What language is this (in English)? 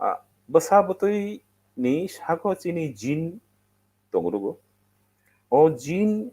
Kok Borok